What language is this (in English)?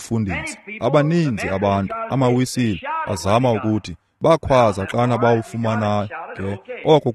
Xhosa